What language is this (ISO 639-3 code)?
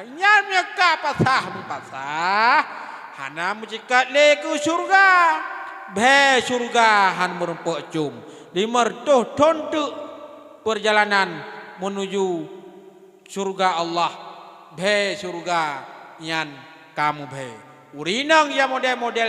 ace